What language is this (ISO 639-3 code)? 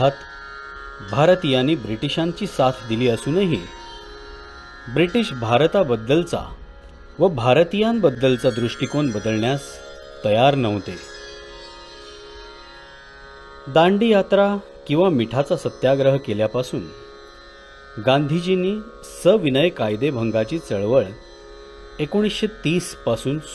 mar